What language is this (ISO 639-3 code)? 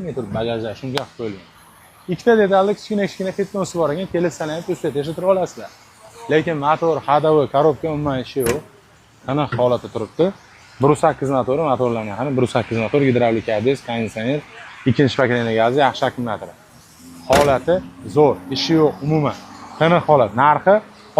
uzb